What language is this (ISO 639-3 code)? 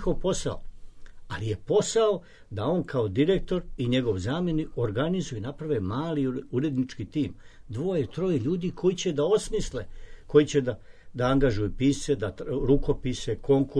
srp